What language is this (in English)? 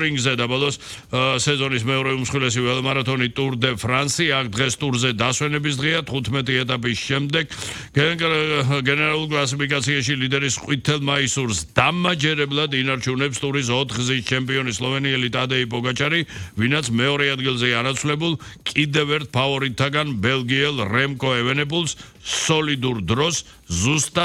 Georgian